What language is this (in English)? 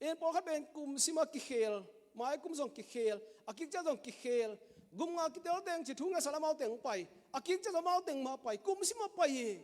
Tedim Chin